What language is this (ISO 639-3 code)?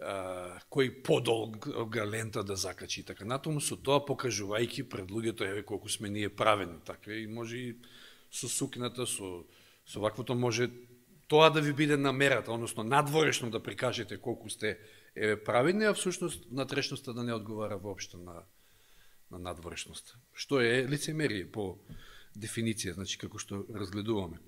mkd